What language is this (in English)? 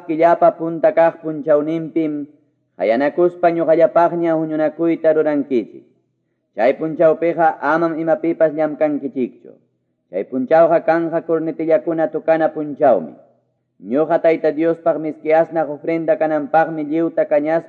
Quechua